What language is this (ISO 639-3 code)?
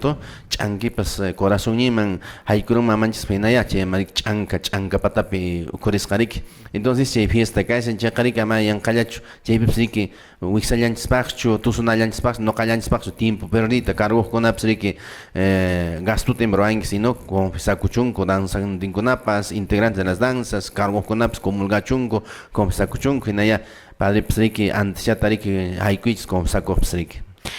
que